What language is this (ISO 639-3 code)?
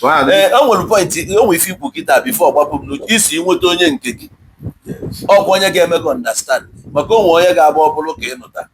ibo